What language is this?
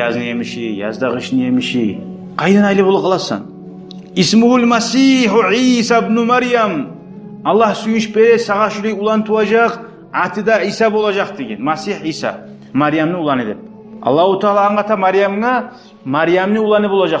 Kumyk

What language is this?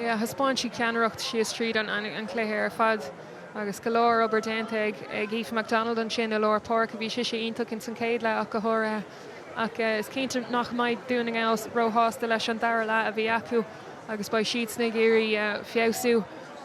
Irish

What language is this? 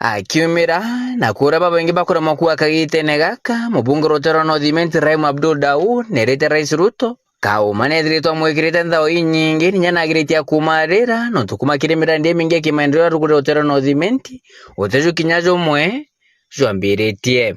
Meru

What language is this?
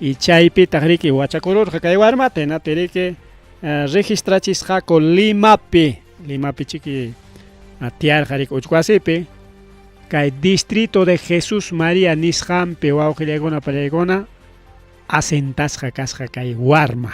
Ayacucho Quechua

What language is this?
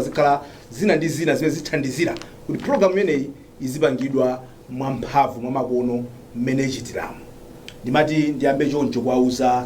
Nyanja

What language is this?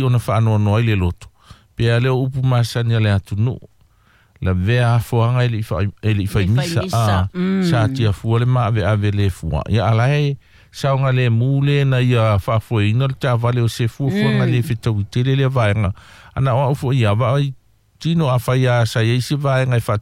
Samoan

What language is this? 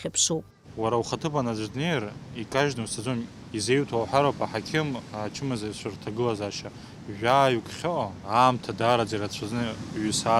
Abkhazian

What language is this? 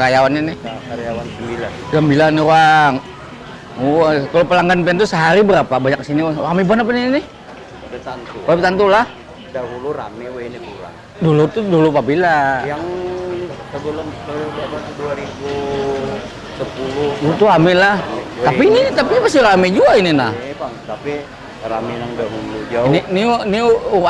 Banjar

